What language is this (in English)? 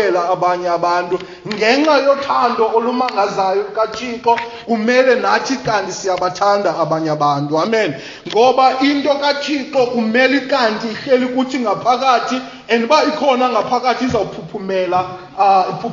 Xhosa